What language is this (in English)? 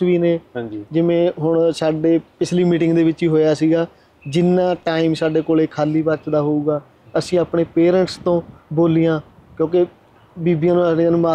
Punjabi